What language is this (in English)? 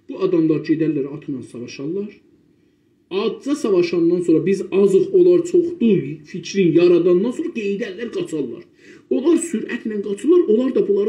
South Azerbaijani